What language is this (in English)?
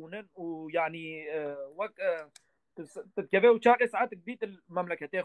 Kurdish